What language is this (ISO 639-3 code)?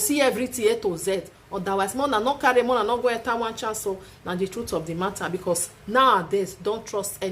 pcm